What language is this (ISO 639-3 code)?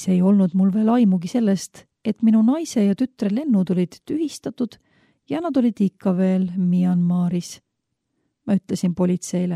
est